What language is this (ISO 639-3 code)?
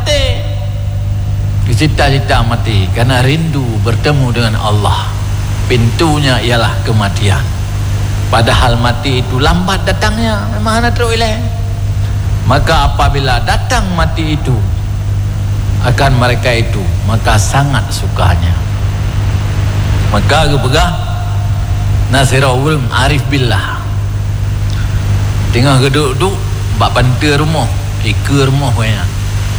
msa